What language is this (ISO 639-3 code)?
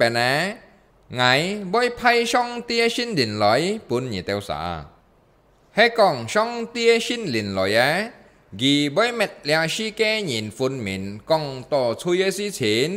hak